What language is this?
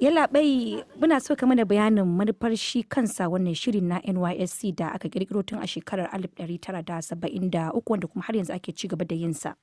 Hausa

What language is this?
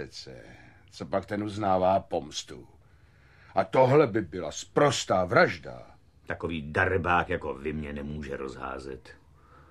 Czech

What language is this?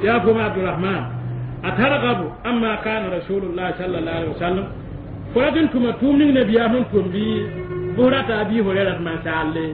Mossi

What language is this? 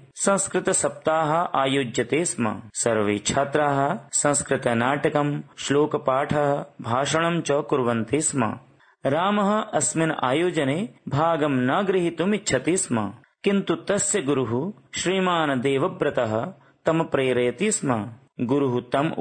Sanskrit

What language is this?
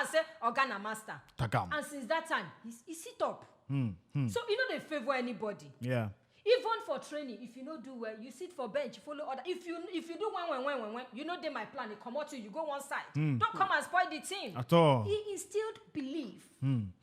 Nigerian Pidgin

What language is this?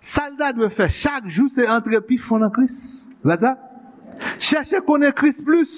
Haitian Creole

